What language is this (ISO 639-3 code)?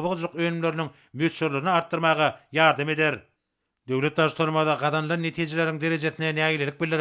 tuk